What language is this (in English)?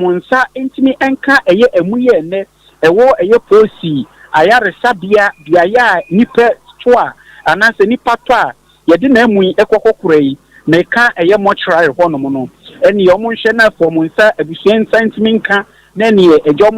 Akan